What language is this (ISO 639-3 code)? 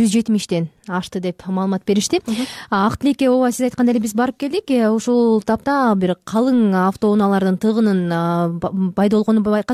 kir